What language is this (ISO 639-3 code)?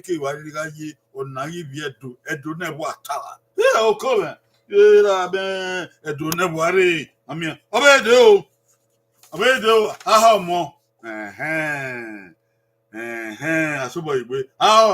bin